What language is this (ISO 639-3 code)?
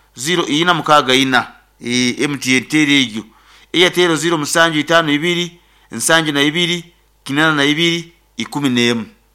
nyn